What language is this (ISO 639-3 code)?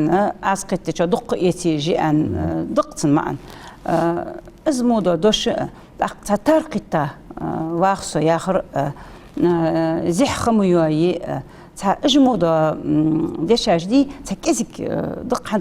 inh